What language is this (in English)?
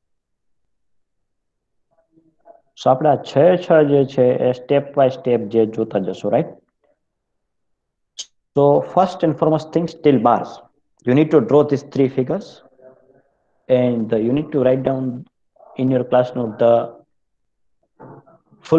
Gujarati